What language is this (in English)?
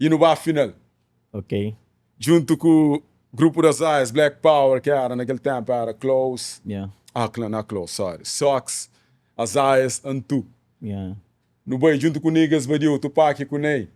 Kabuverdianu